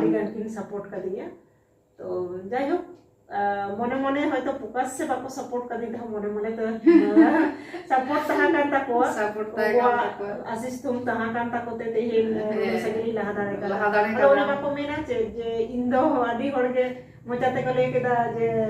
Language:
Santali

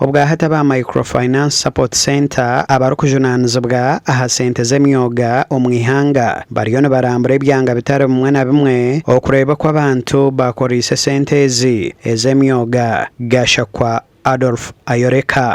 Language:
Nyankole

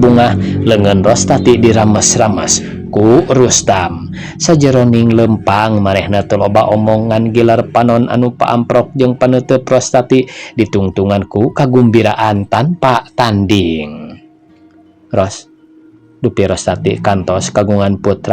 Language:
Sundanese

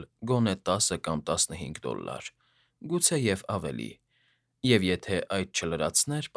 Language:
Armenian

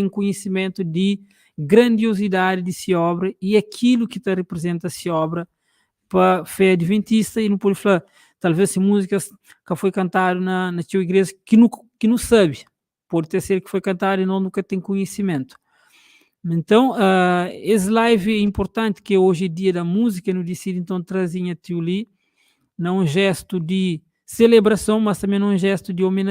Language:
Kabuverdianu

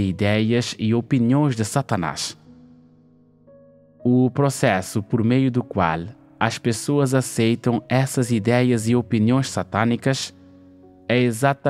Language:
Portuguese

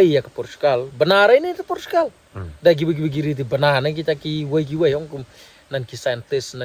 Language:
Khasi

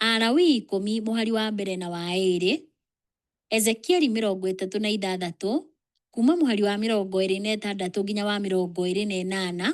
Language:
Kikuyu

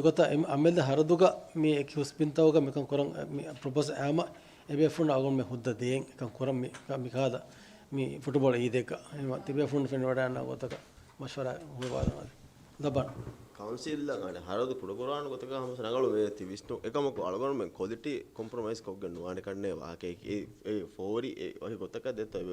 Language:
Divehi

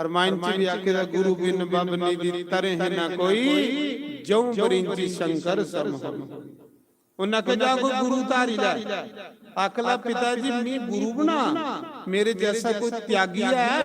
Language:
Dogri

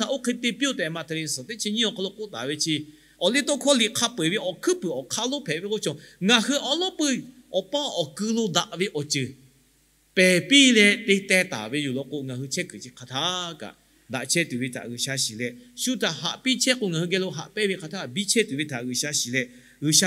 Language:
Lahu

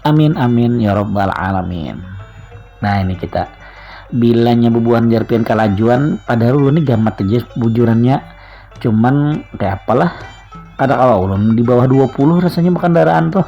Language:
Banjar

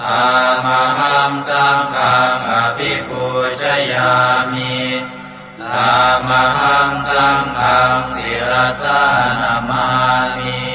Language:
Pali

